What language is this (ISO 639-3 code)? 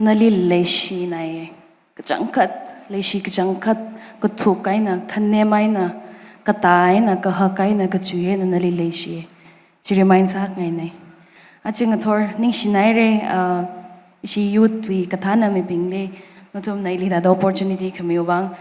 nmf